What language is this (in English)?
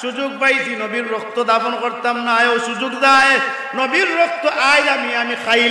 Sylheti